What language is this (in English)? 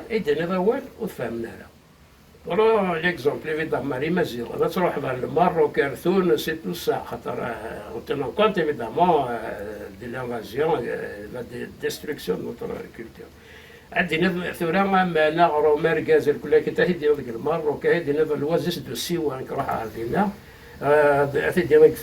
Kabyle